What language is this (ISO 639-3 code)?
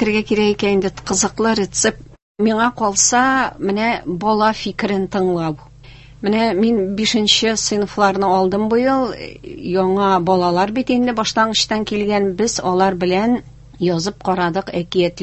tat